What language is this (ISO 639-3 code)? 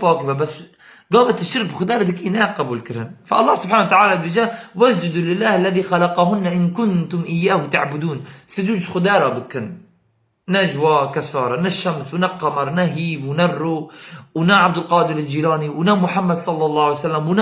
kur